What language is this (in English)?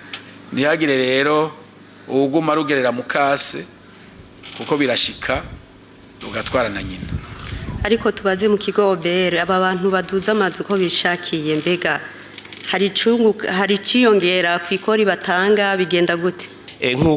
Rundi